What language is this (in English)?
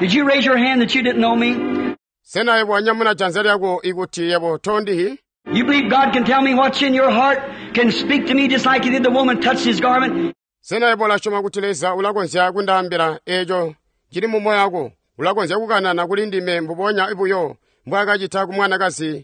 Tonga (Zambia)